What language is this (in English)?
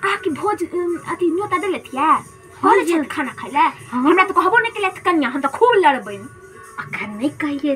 Maithili